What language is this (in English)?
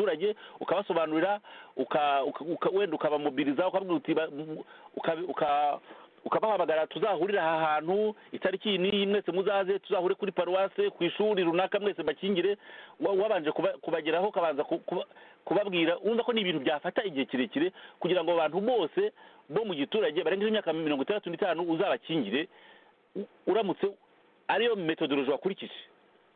Kinyarwanda